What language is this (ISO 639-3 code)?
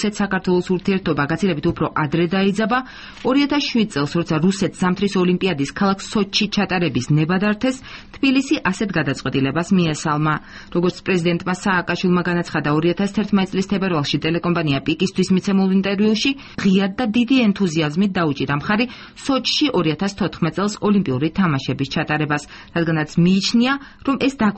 kat